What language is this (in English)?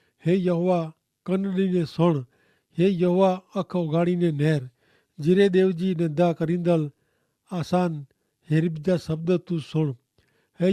Kachhi